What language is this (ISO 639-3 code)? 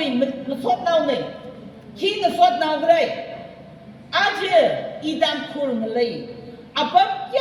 nmf